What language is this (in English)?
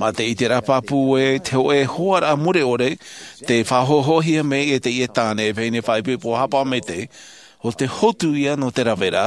Tahitian